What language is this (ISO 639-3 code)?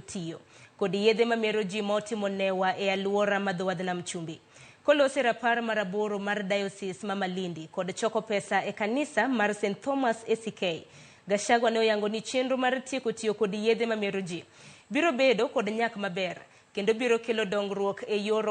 luo